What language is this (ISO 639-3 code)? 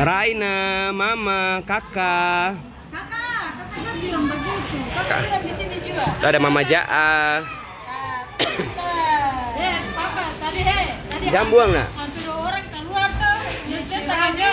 abs